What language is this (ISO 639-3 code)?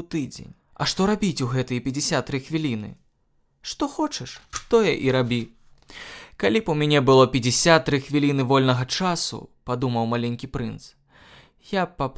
bel